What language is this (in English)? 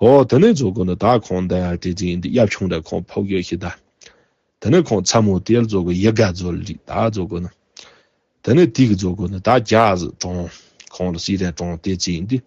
Tibetan